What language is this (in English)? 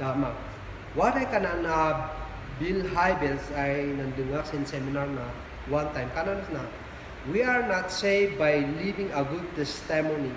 Kankanaey